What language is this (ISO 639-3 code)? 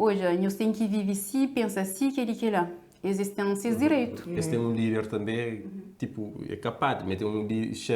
kea